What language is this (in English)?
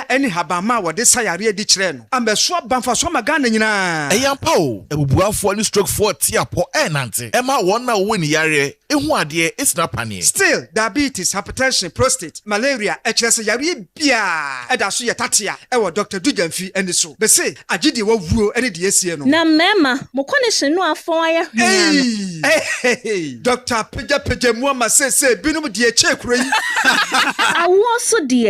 Akan